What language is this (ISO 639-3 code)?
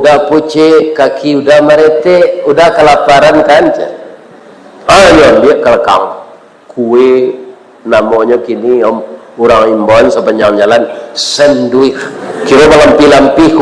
min